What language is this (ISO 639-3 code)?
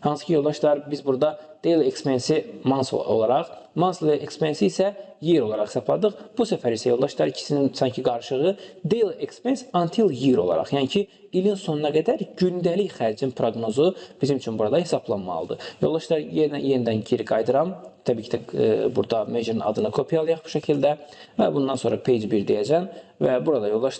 aze